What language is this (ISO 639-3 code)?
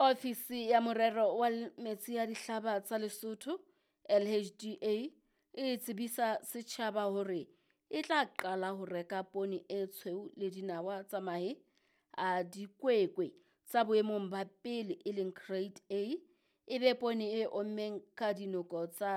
sot